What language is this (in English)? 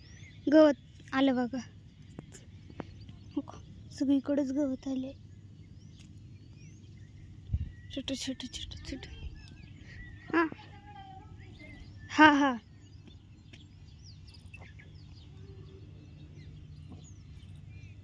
Marathi